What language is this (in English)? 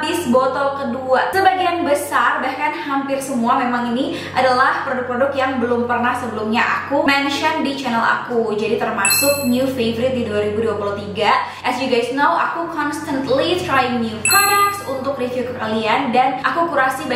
Indonesian